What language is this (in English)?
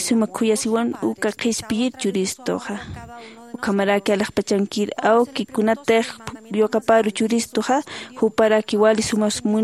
Aymara